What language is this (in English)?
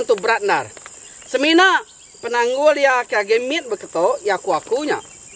Iban